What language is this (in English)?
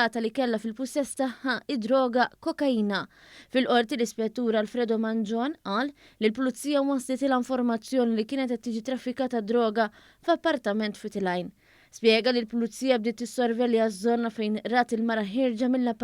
Maltese